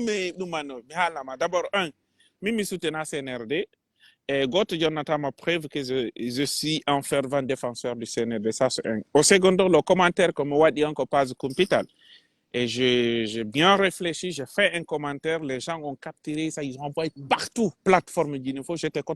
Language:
Pular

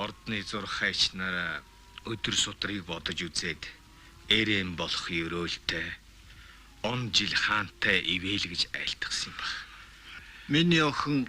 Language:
Mongolian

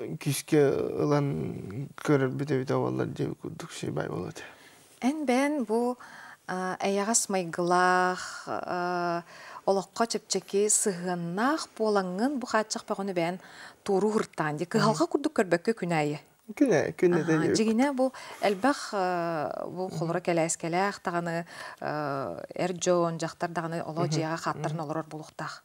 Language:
Yakut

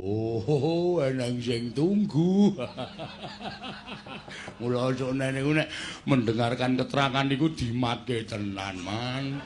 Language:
Javanese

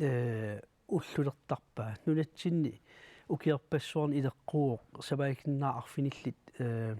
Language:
Kalaallisut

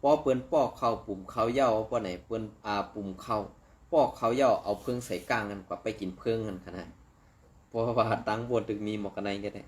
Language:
Shan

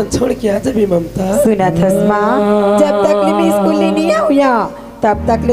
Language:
Chhattisgarhi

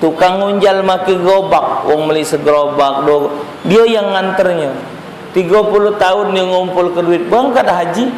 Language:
Musi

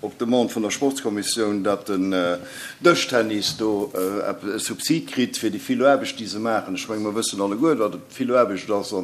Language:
Luxembourgish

